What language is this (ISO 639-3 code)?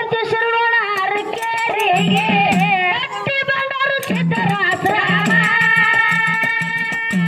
kan